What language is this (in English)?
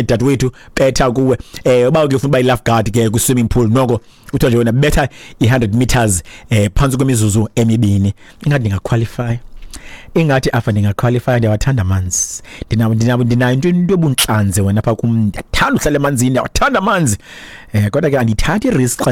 Xhosa